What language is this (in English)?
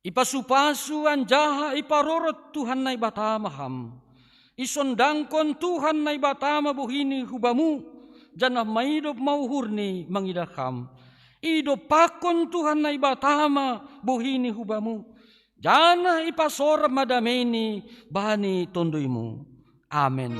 Batak Simalungun